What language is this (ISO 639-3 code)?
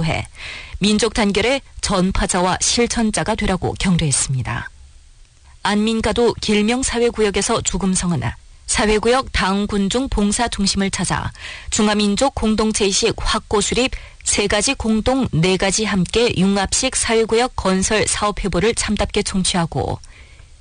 kor